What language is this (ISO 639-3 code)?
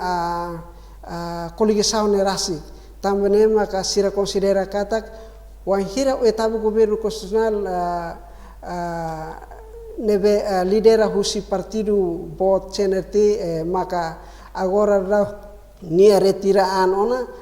tet